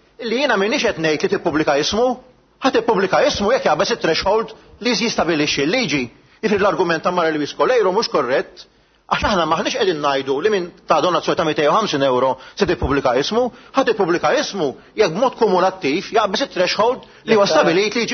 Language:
Maltese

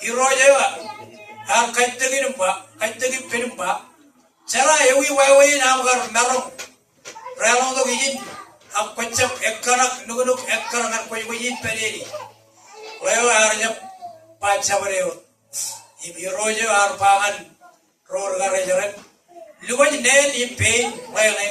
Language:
Marshallese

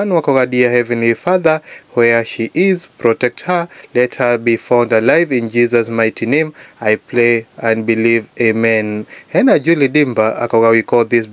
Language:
Kikuyu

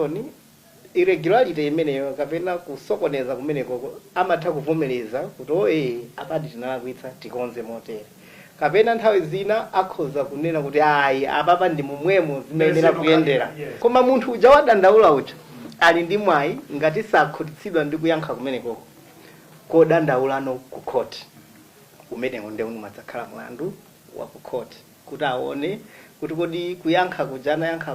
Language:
Nyanja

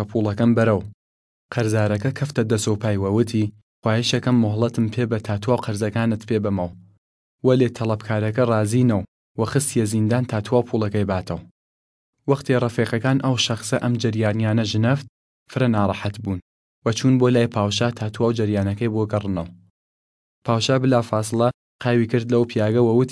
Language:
Southern Kurdish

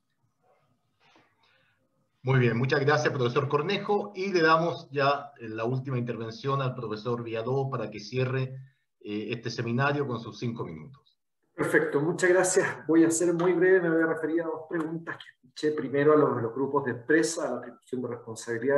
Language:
Spanish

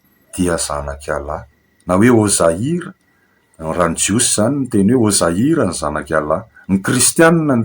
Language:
Malagasy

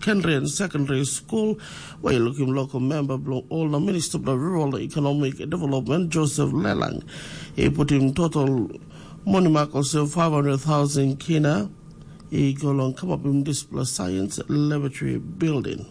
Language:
Tok Pisin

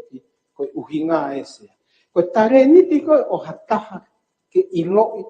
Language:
Tongan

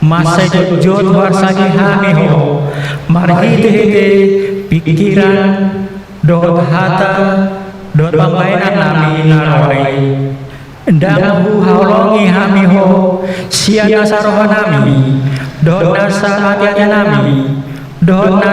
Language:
Batak Toba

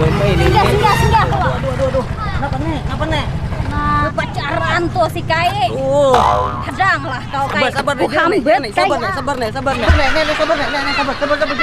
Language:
Banjar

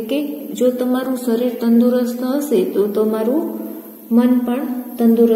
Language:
Gujarati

